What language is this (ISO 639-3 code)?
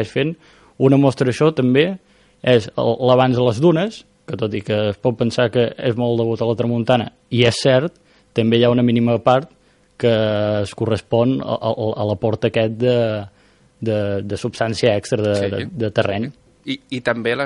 cat